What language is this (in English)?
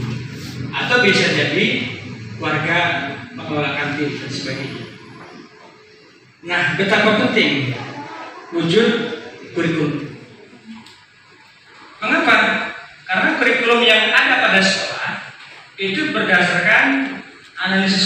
Indonesian